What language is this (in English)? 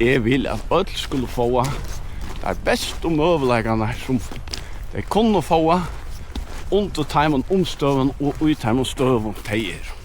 Faroese